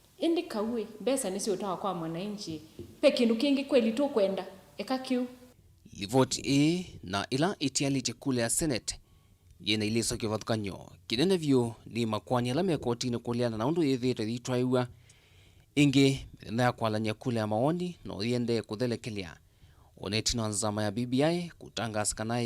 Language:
Kamba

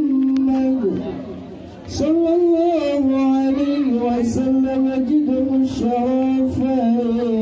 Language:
Betawi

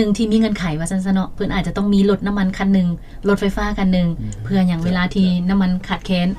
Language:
Lao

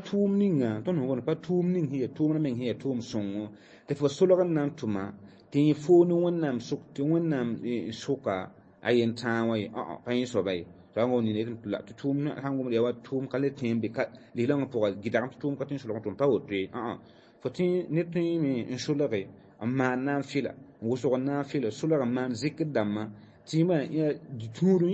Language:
Mossi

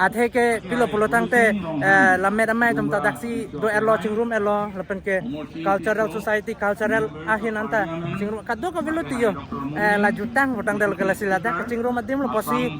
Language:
Karbi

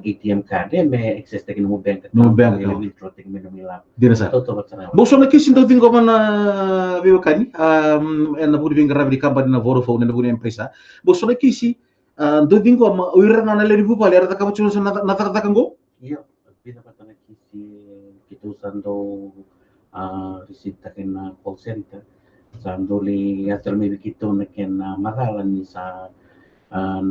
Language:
Fijian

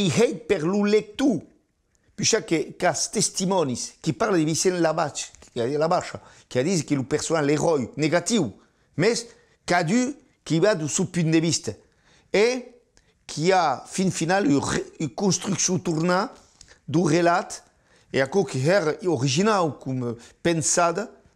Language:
Occitan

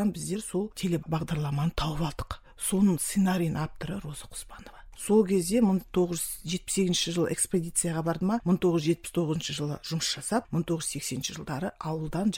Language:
Kazakh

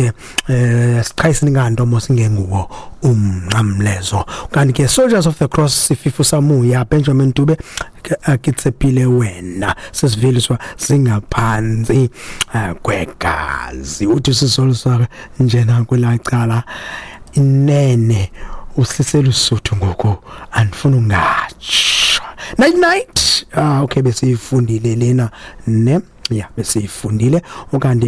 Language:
Xhosa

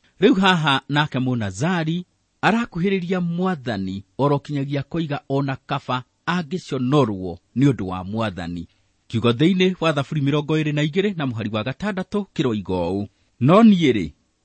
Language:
Kikuyu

